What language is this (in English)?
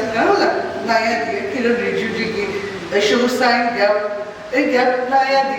Tibetan